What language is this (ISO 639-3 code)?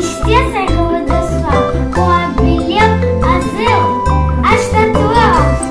crh